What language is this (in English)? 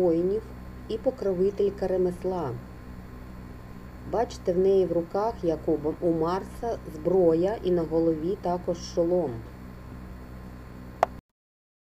Ukrainian